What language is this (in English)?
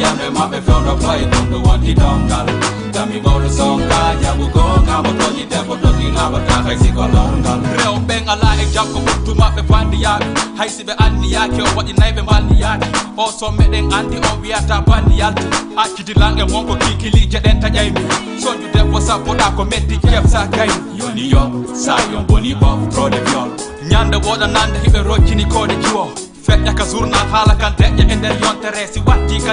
Fula